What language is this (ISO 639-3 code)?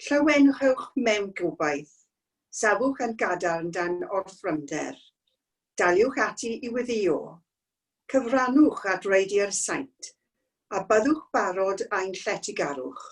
cym